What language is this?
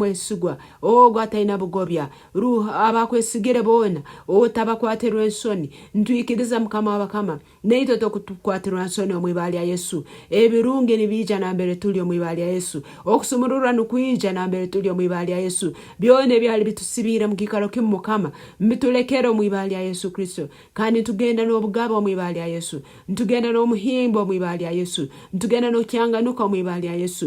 Nyoro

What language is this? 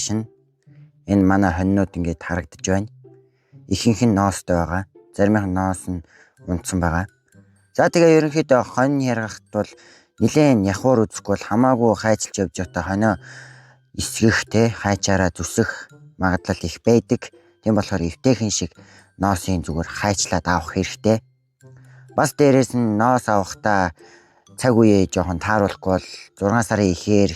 Mongolian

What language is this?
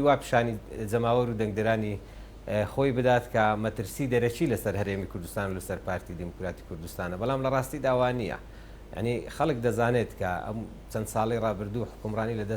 Central Kurdish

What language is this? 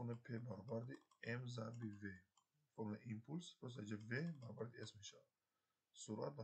Tajik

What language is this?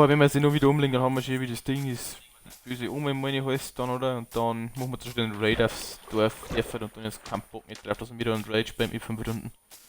Bavarian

